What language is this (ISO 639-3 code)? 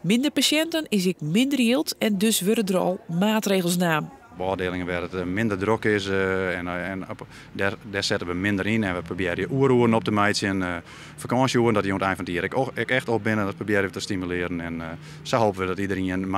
fry